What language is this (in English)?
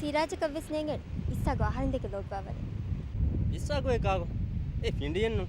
Divehi